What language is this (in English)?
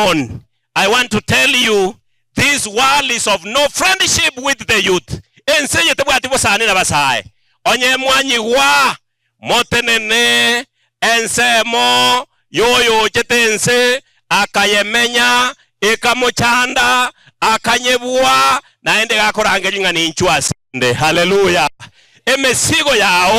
Gusii